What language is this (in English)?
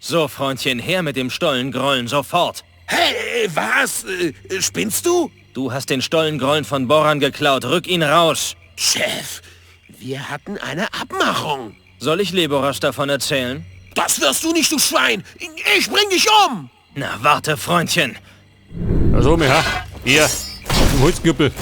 Bavarian